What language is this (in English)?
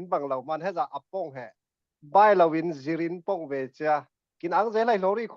Falam Chin